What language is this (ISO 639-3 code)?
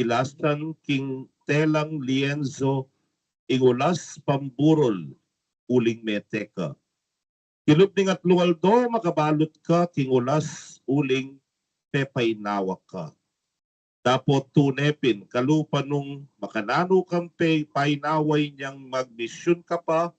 pam